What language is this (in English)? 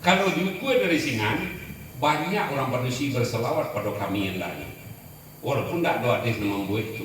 Minangkabau